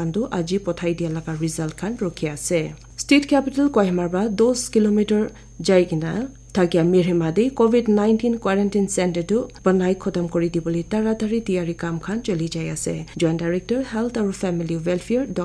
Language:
Naga Pidgin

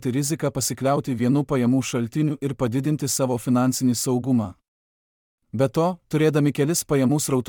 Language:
Lithuanian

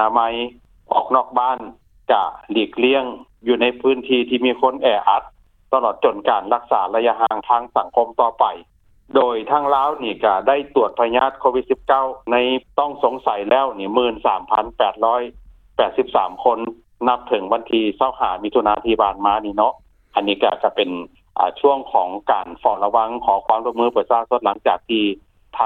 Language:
Lao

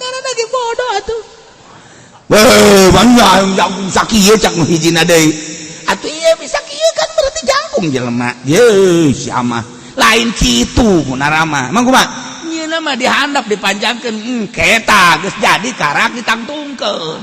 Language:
Sundanese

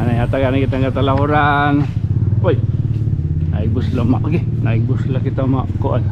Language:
Waray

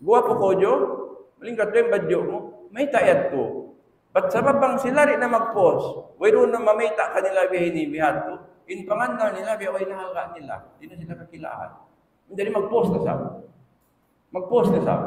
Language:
Tausug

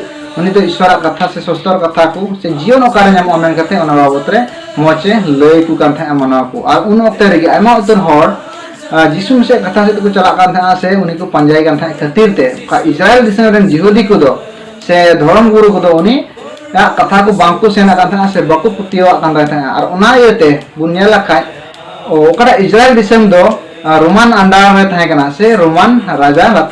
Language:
Santali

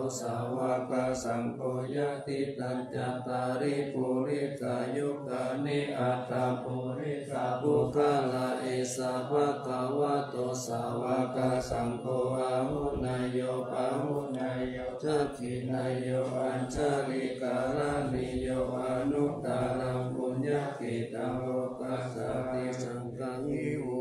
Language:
Pali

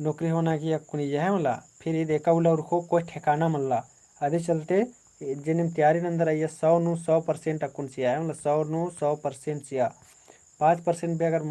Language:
Kurukh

